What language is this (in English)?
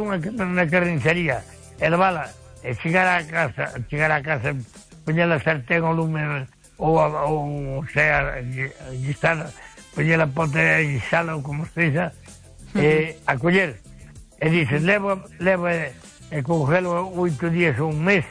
Galician